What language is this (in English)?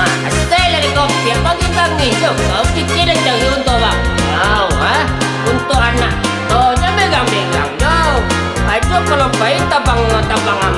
Minangkabau